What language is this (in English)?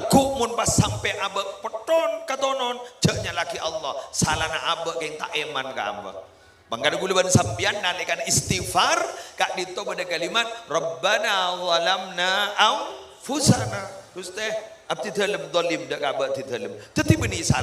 Madurese